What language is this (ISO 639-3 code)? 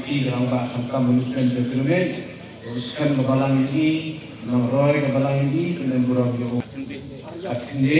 kha